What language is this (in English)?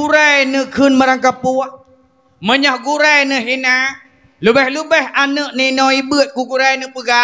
Achinese